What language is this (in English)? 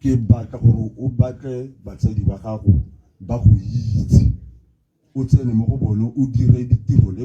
Tswana